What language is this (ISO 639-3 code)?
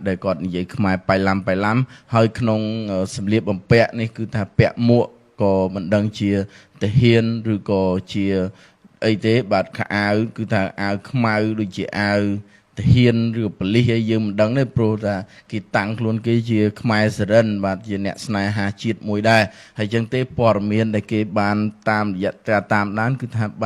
khm